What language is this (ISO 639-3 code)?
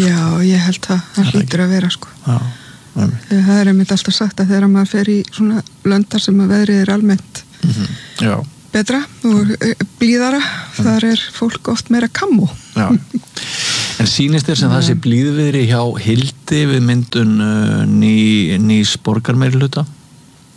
isl